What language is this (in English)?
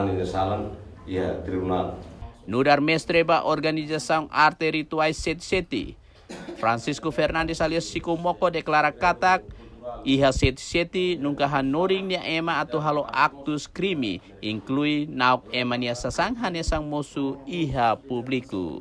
Tetum